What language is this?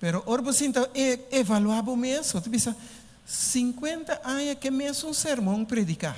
Papiamento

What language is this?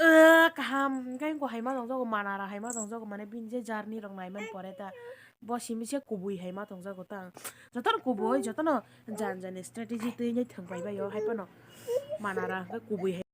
Kok Borok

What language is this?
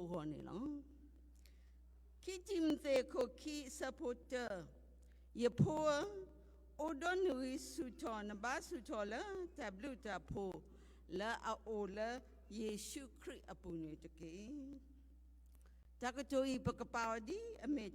S'gaw Karen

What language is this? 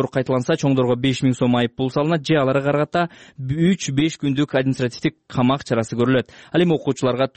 Kyrgyz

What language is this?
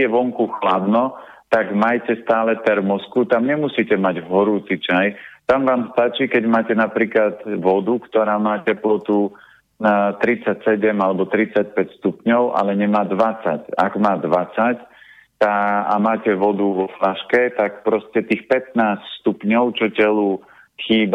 Slovak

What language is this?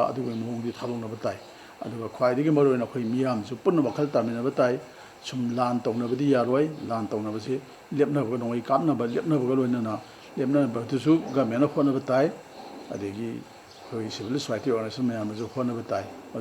Manipuri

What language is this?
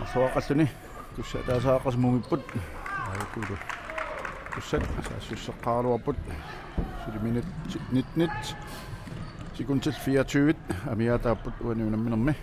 Kalaallisut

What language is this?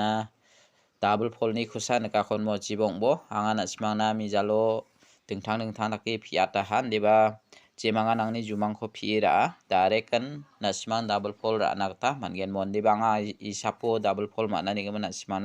Garo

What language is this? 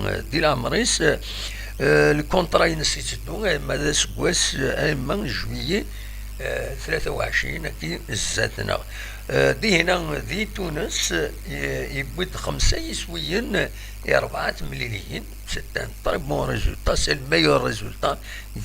Kabyle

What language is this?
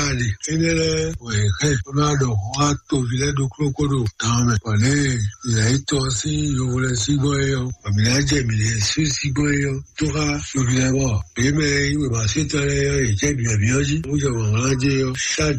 Fon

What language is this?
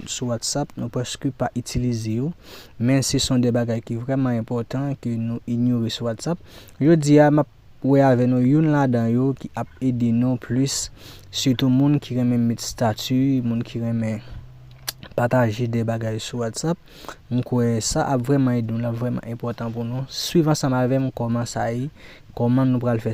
Haitian Creole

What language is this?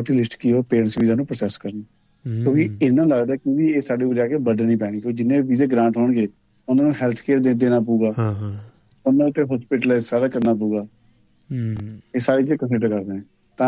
Punjabi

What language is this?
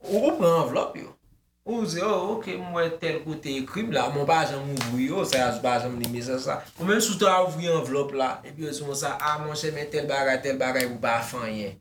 Haitian Creole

